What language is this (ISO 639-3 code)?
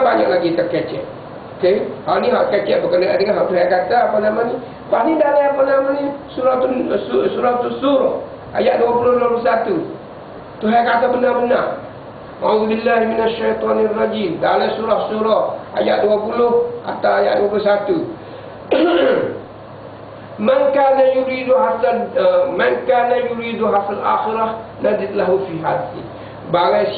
msa